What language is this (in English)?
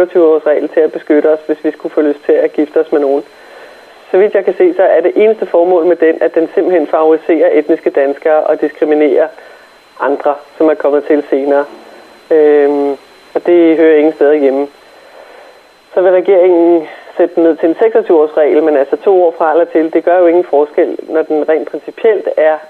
Danish